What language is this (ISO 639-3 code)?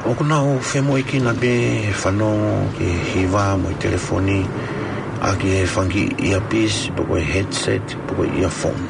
ton